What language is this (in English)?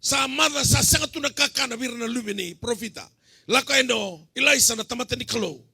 Fijian